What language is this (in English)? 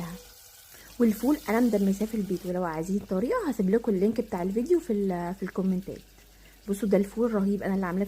Egyptian Arabic